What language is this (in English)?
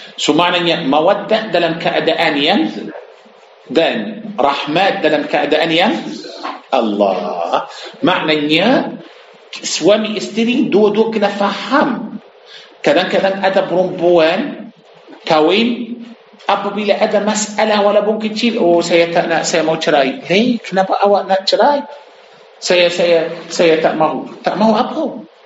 Malay